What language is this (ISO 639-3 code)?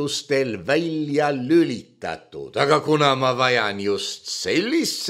est